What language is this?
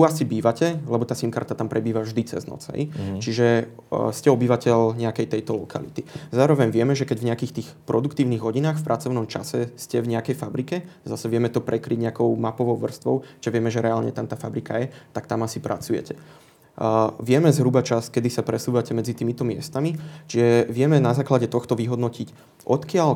Slovak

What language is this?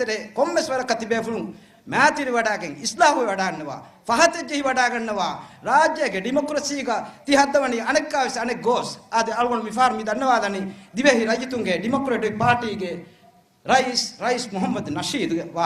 Divehi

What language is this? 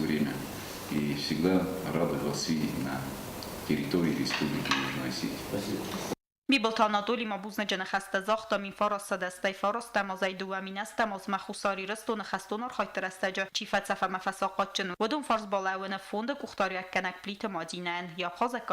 Ossetic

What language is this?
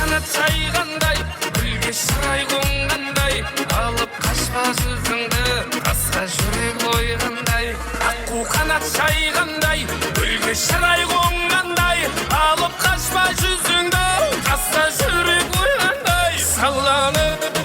Kara-Kalpak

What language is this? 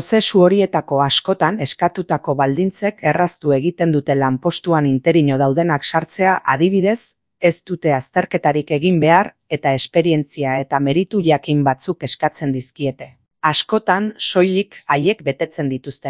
Basque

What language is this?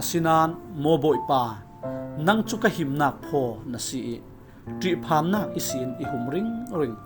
Falam Chin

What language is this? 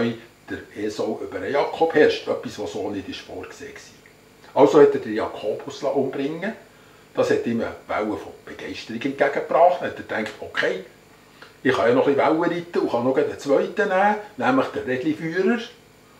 Swiss German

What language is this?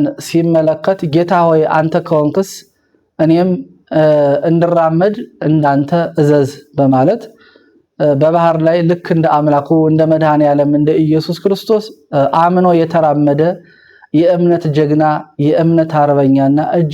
Amharic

